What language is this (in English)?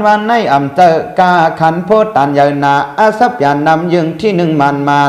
Shan